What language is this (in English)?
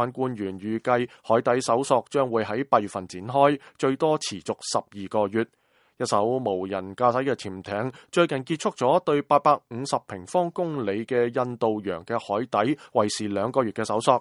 Cantonese